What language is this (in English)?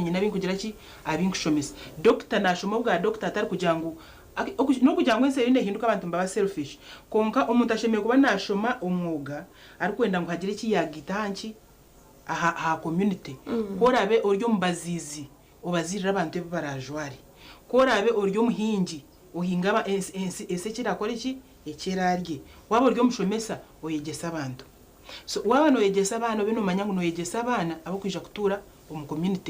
Nyankole